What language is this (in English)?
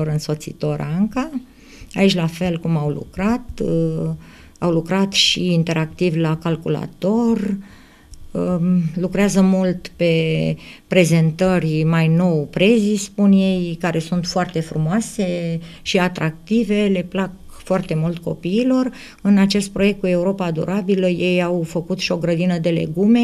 Romanian